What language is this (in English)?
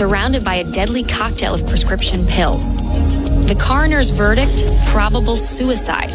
English